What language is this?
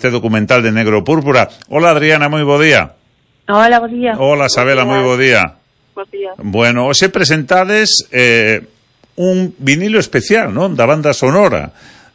Galician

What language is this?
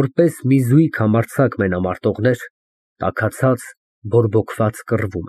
Armenian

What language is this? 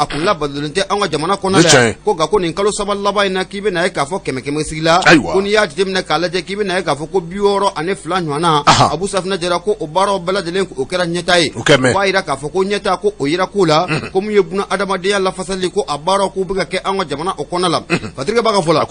Bambara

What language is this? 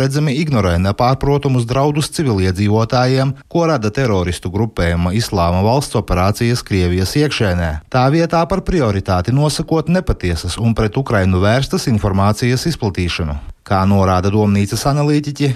Latvian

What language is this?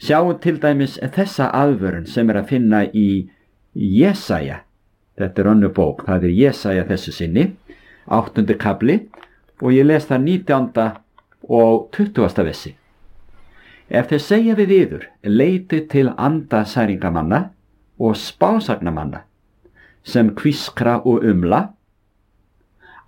Icelandic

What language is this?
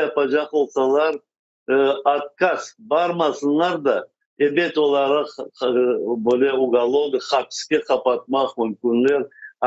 Crimean Tatar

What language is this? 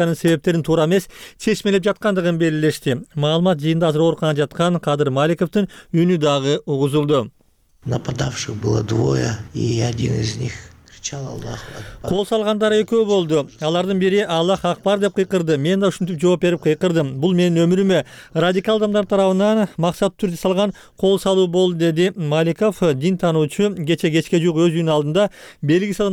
Kyrgyz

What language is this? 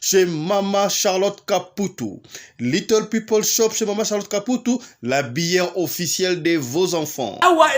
Lingala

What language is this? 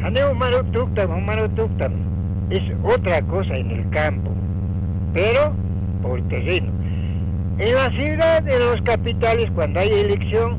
Aymara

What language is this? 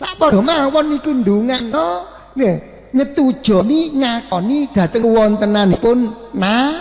Javanese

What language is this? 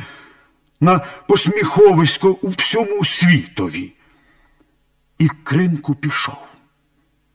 Ukrainian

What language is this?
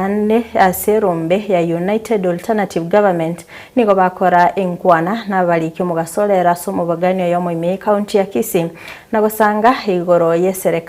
Gusii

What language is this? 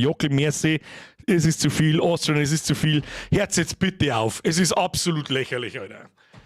Bavarian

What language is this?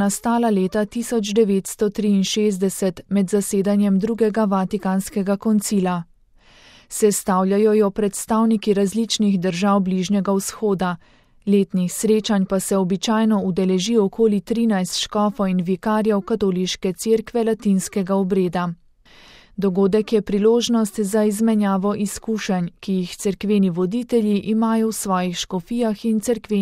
Slovenian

